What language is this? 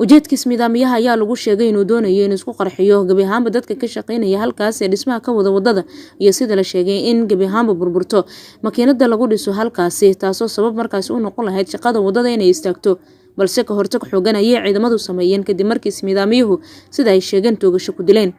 Somali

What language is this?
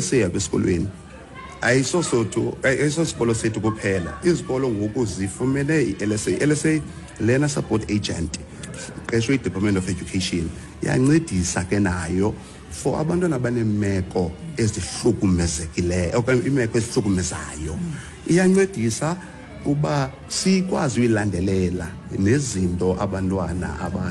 Xhosa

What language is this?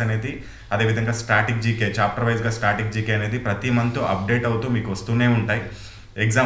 Telugu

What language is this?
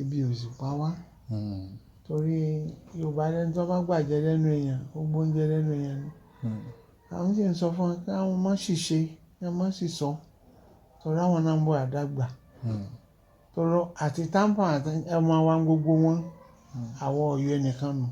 Yoruba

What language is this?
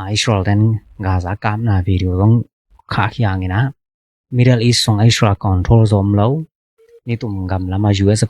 Tedim Chin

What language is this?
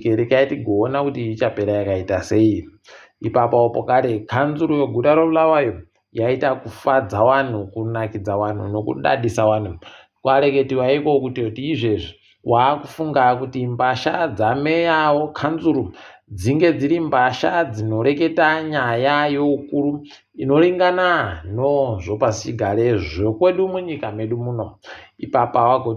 Ndau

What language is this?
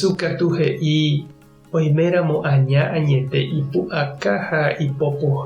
Guarani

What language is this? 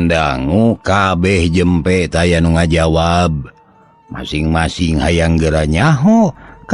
Sundanese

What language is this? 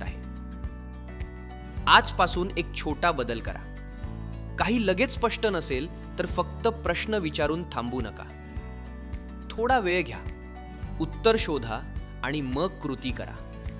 Marathi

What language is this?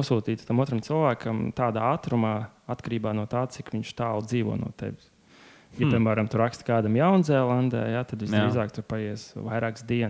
Latvian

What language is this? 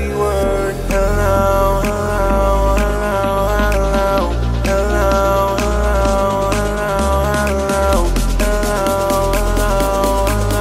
English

